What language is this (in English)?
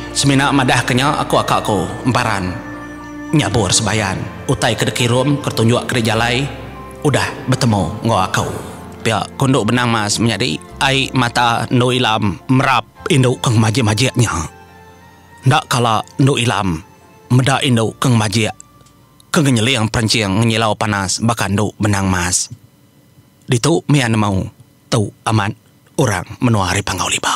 Iban